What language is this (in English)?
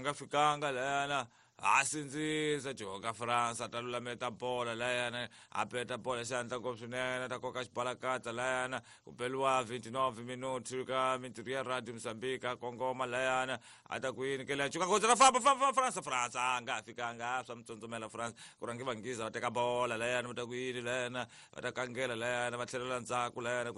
Tsonga